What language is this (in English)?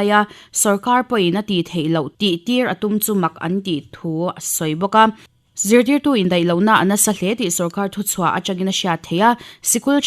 Mizo